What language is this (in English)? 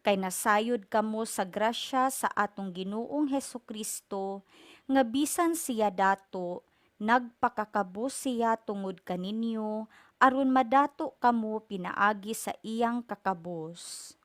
Cebuano